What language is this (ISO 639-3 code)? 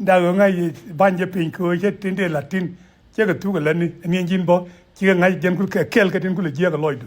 nus